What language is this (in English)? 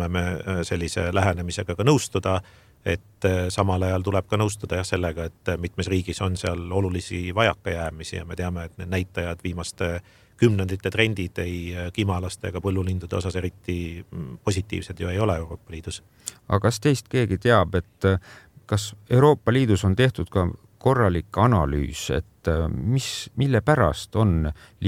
Estonian